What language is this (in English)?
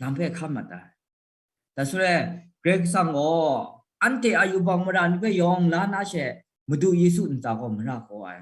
Kachin